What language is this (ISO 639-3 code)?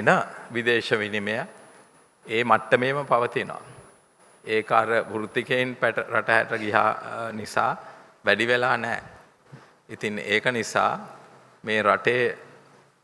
sin